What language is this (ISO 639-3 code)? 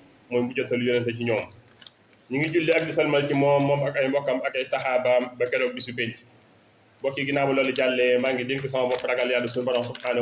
wol